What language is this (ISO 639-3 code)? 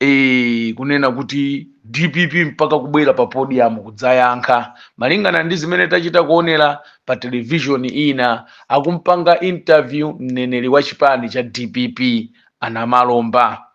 nya